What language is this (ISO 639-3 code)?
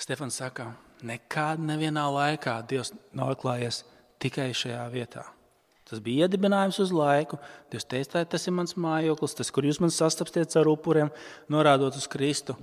lav